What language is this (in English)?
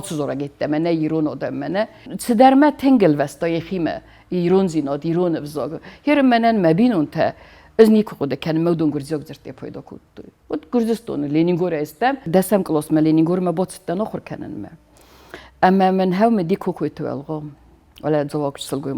Ossetic